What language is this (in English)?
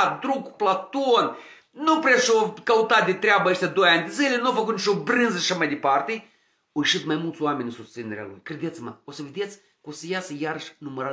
Romanian